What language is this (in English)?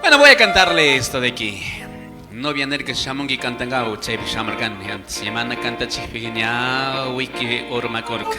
Chimborazo Highland Quichua